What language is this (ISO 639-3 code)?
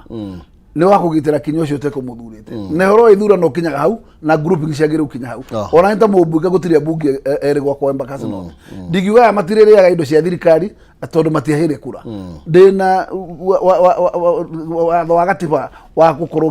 kik